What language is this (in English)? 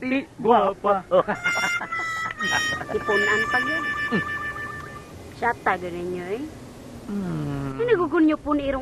Filipino